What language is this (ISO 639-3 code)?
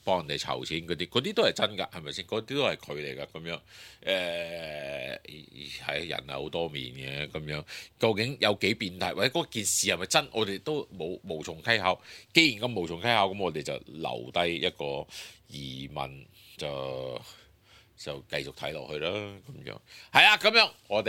yue